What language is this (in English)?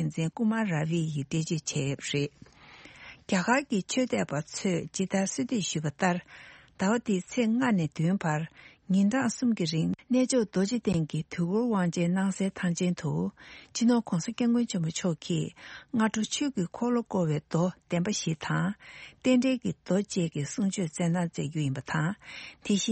Tibetan